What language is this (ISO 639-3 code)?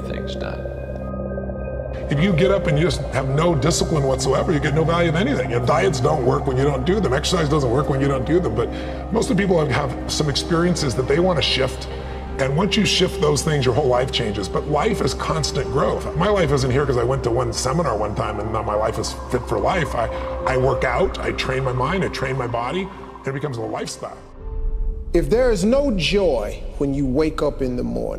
eng